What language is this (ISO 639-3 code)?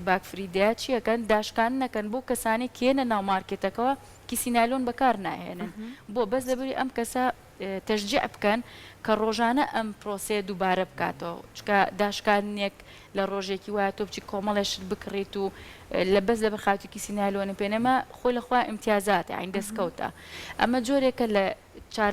ckb